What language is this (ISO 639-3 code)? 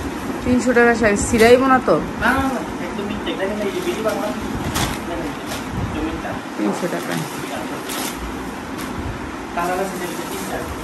ben